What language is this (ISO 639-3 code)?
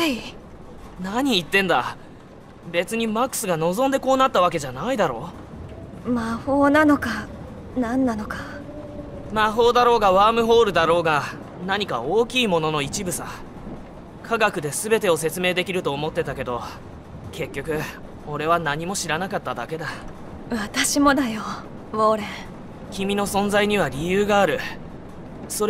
jpn